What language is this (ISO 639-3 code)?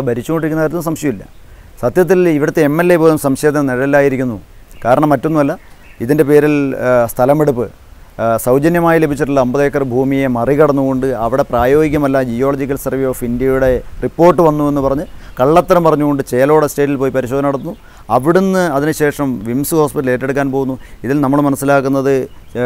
mal